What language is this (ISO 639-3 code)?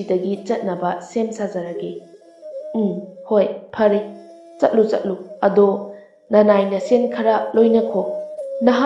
mni